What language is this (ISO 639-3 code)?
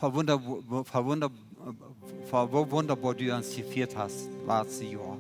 pdt